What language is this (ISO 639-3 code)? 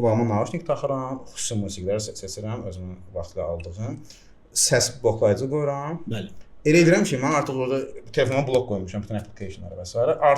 aze